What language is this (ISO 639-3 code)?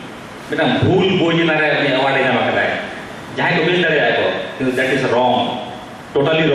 sat